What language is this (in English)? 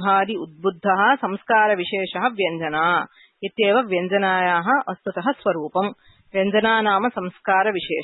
Sanskrit